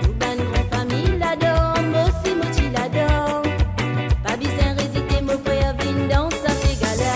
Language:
Morisyen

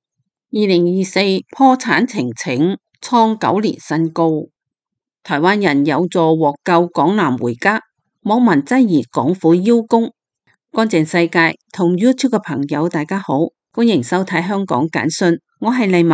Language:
Cantonese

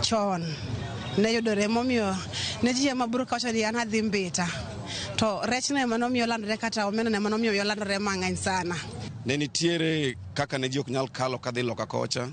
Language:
Luo (Kenya and Tanzania)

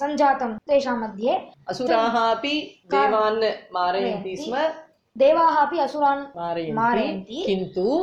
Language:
Sanskrit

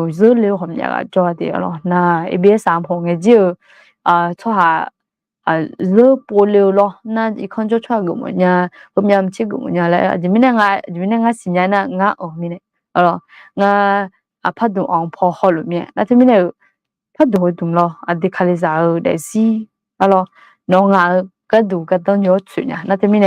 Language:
Akha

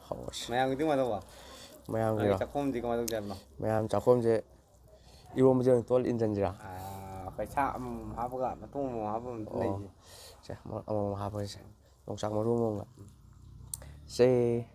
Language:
Manipuri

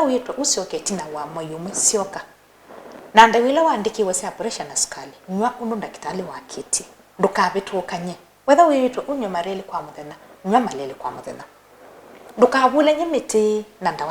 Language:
Kamba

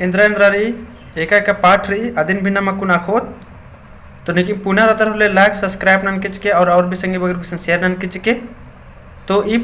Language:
Kurukh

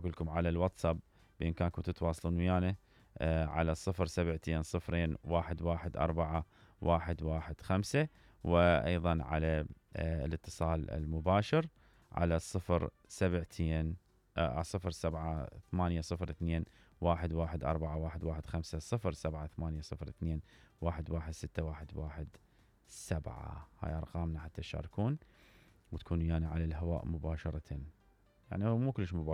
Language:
Mesopotamian Arabic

